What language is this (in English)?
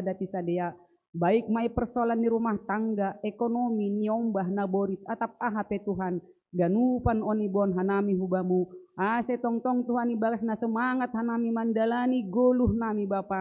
Batak Simalungun